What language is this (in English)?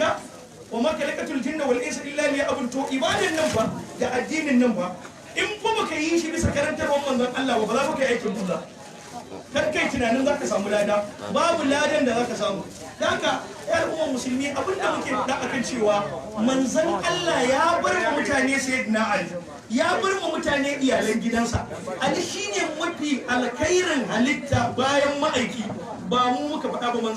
Hausa